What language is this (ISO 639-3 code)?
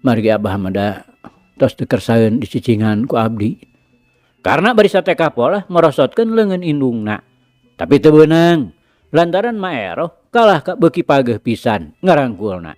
sun